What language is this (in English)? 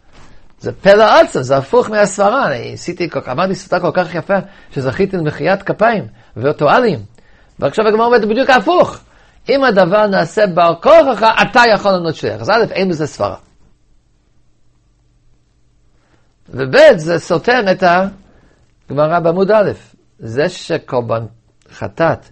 Hebrew